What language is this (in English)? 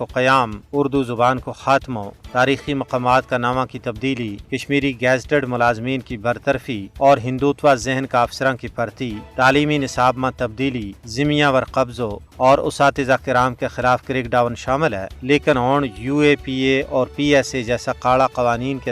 Gujari